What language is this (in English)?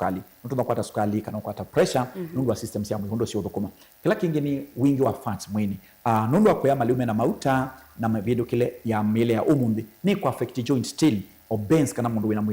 Kamba